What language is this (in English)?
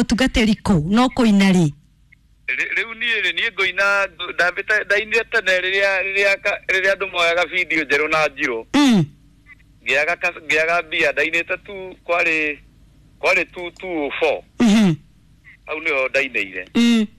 Kikuyu